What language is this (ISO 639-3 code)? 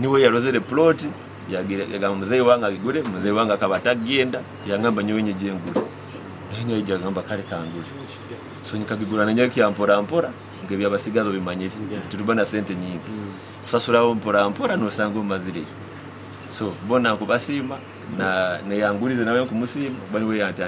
nyo